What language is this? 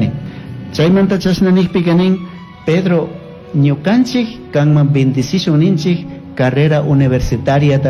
Chimborazo Highland Quichua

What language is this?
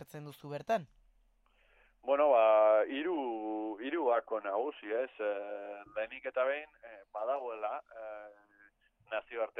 Basque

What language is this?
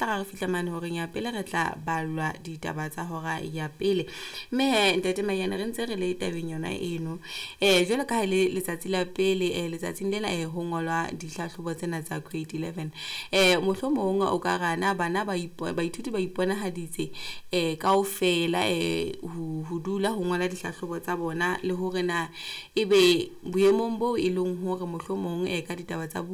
Southern Sotho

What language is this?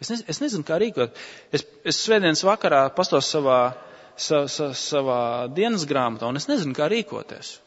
Latvian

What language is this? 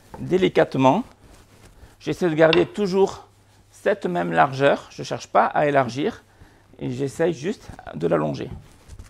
French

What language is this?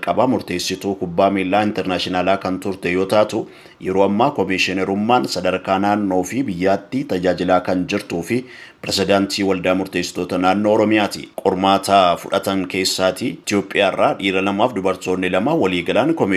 Oromo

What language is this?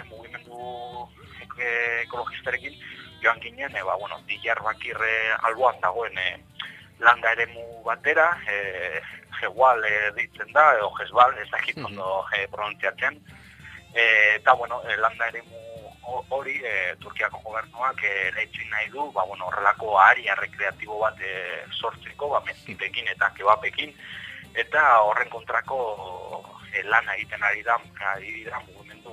Basque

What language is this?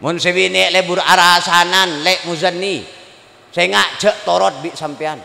Madurese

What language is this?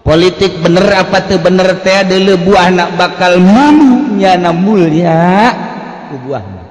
Sundanese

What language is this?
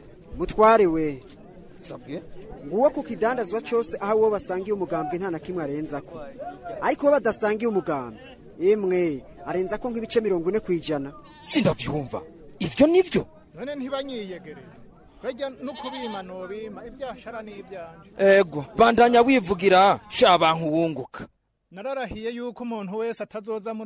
Rundi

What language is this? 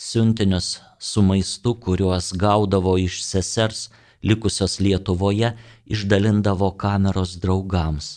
Lithuanian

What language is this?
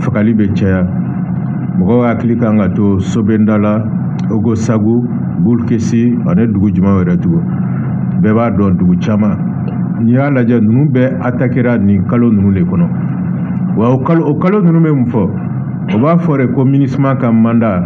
Bambara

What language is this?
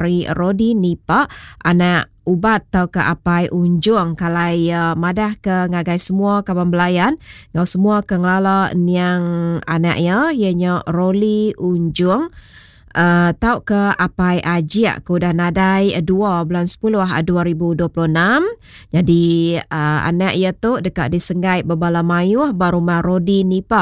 Iban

